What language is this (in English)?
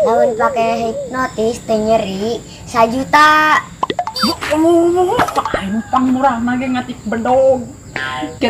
Sundanese